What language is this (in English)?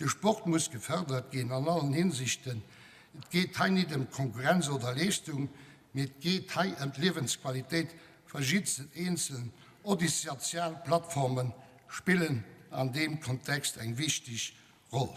Luxembourgish